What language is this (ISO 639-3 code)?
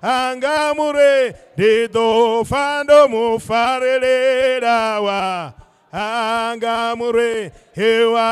ven